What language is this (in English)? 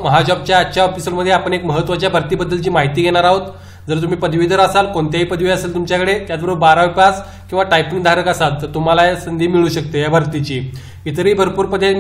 Marathi